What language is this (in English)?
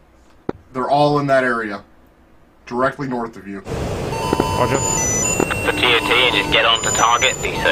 English